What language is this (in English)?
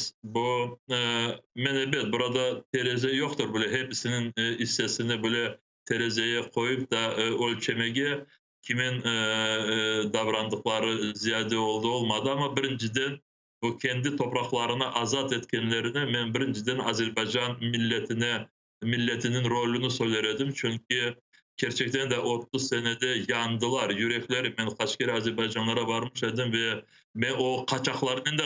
Crimean Tatar